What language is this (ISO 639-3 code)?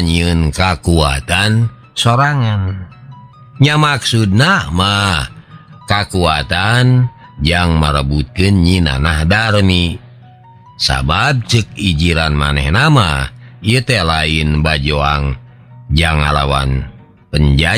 sun